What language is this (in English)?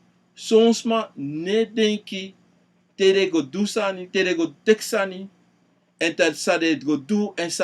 Sranan Tongo